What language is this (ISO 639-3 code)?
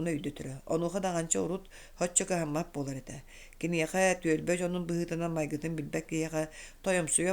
sah